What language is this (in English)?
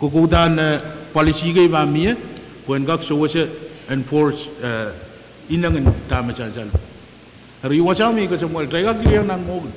Pohnpeian